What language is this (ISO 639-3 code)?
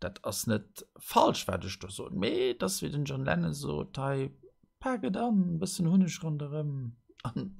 ltz